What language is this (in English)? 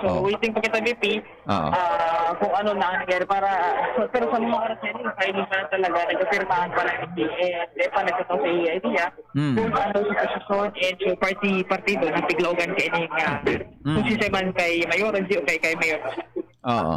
Bikol